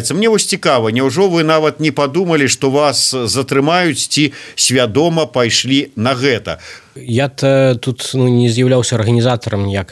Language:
Belarusian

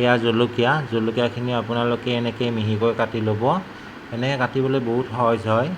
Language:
Assamese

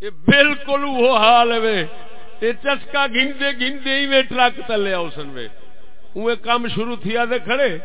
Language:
Saraiki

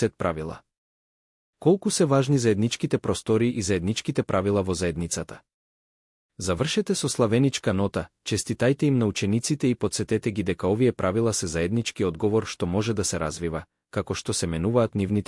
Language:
Macedonian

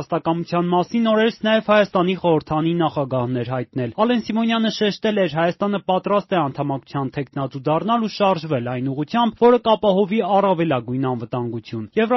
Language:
Armenian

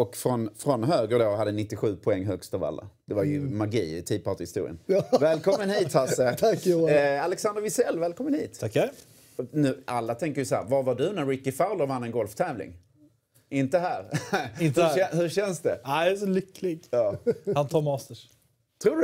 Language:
Swedish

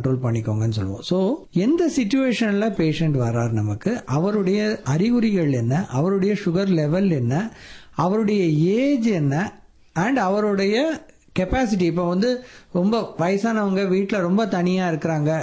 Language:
Tamil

